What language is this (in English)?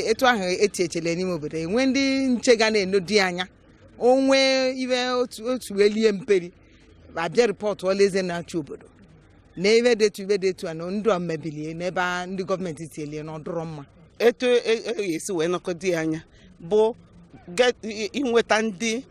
Igbo